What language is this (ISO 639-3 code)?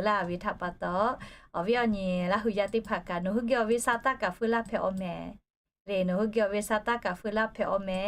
lhu